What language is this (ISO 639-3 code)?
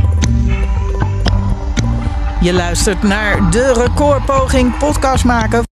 nld